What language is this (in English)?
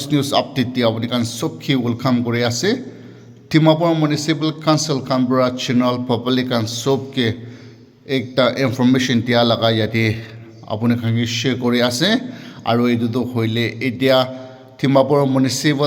Naga Pidgin